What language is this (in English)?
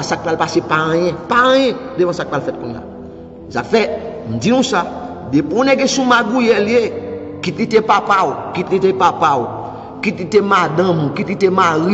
Haitian Creole